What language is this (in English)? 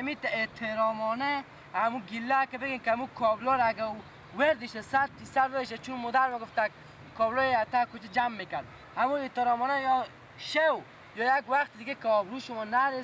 Persian